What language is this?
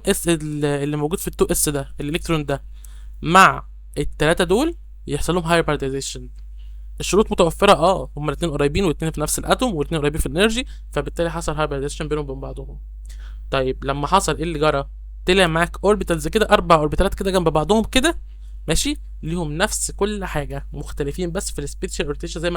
Egyptian Arabic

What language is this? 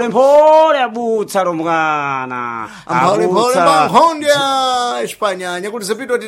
Sena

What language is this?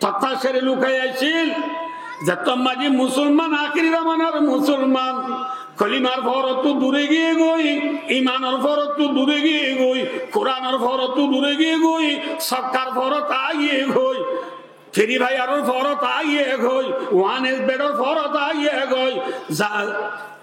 Rohingya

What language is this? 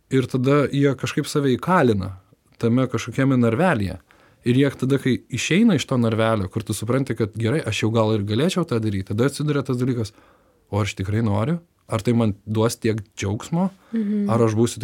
Lithuanian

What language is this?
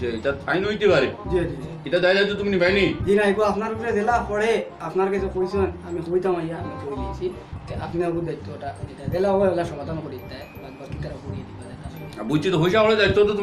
Sylheti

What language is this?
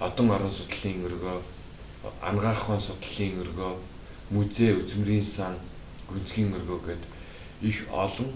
Mongolian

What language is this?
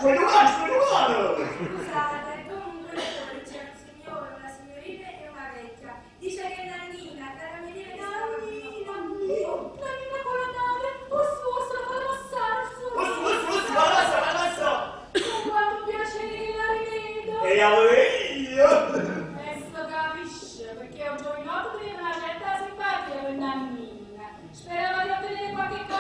Neapolitan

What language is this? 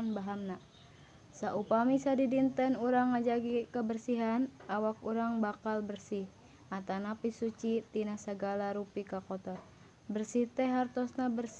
Sundanese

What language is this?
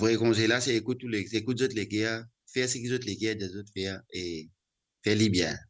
Morisyen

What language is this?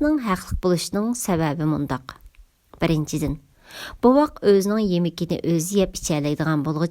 Uyghur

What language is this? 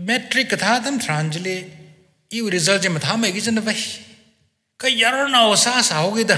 Tangkhul Naga (India)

